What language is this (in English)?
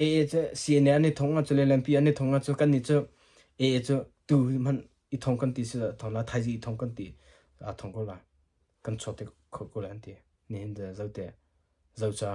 Hakha Chin